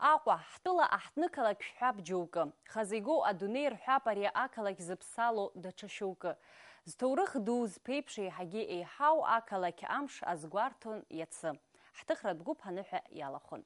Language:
Abkhazian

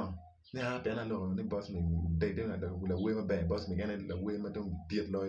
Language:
Acoli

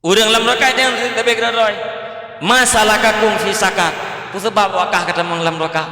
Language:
Achinese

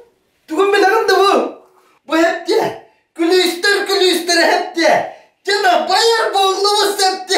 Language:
Yakut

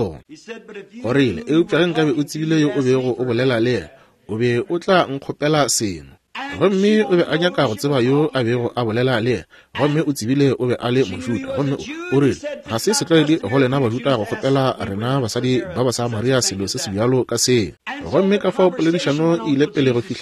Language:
Northern Sotho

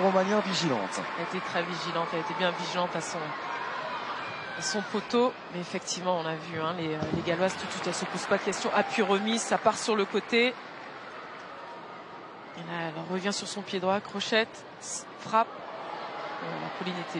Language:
French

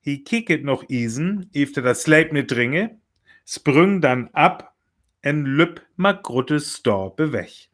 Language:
Northern Frisian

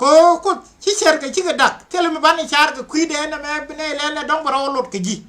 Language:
Nuer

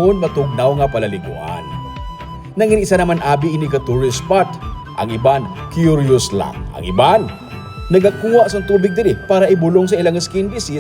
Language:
Hiligaynon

